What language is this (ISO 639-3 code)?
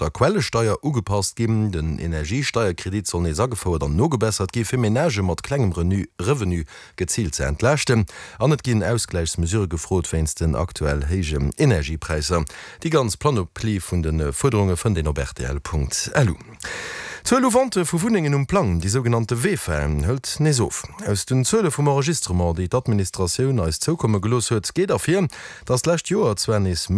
ltz